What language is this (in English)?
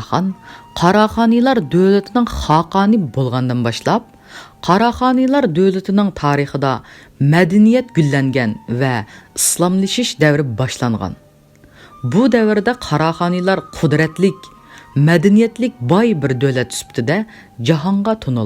Uyghur